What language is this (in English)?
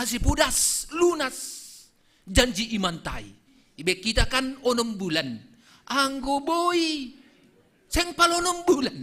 Batak Simalungun